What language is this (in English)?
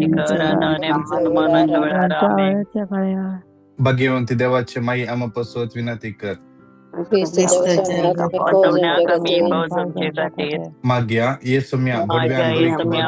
Konkani